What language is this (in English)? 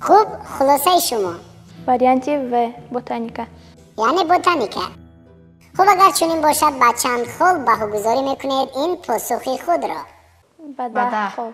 Tajik